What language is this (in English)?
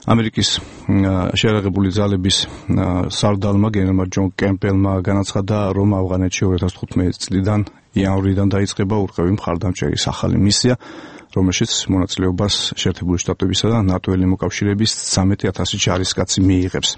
Georgian